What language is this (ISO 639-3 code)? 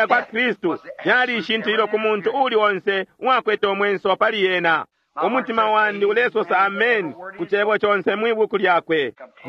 bem